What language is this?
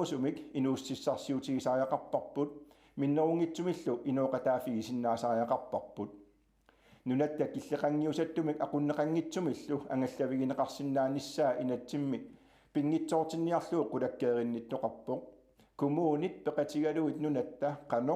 Kalaallisut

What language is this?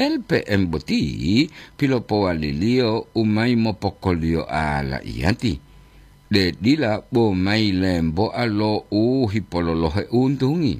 Gorontalo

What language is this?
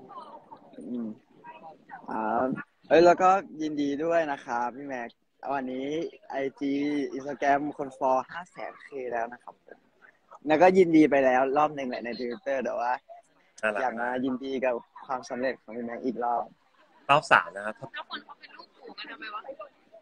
Thai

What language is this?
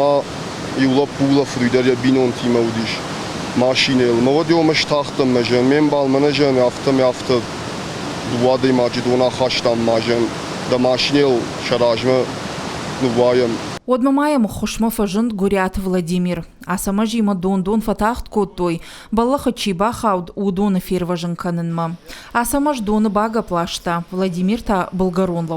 Ossetic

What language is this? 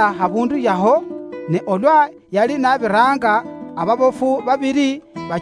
Luyia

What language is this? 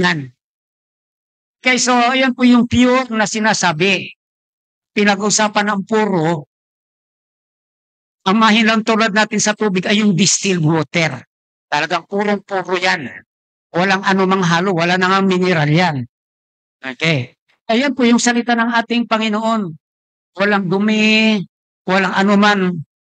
Filipino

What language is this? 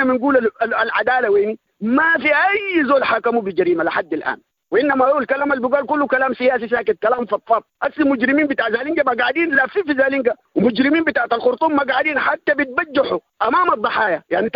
Sudanese Arabic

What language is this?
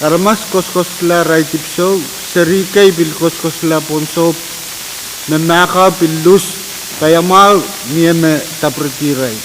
Pohnpeian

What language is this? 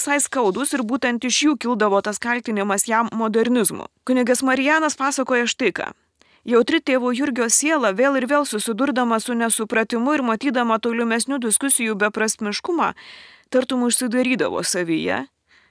Lithuanian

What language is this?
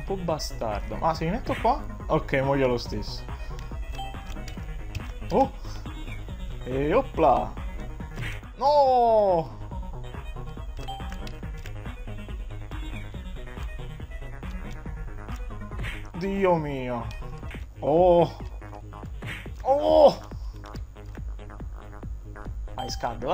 Italian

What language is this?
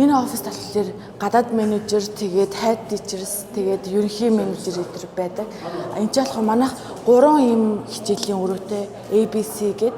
Mongolian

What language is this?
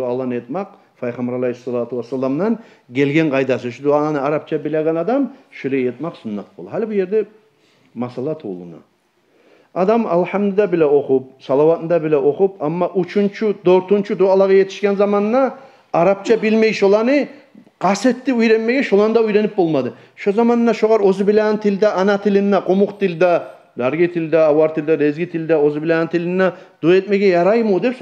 Kumyk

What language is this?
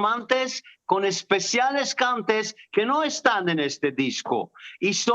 Ladino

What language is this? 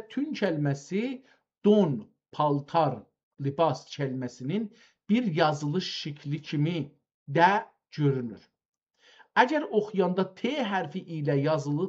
South Azerbaijani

